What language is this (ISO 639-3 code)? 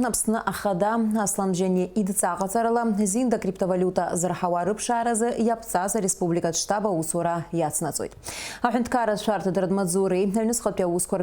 abk